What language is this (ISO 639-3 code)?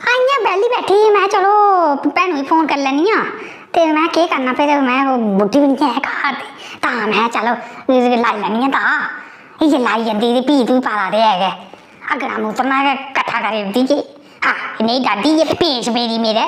doi